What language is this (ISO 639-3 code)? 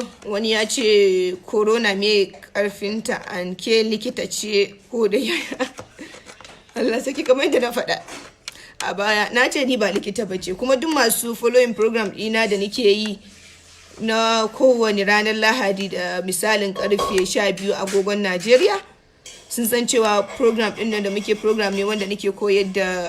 hau